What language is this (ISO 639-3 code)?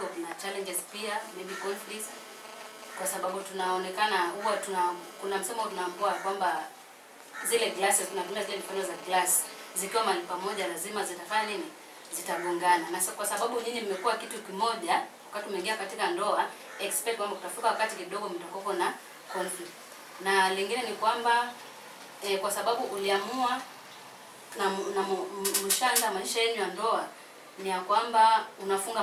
swa